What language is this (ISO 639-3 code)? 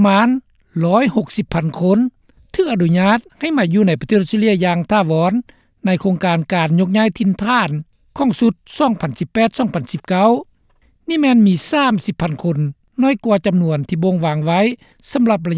lao